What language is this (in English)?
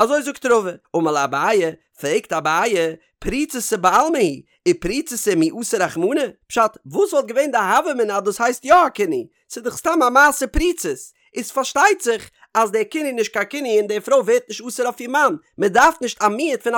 Yiddish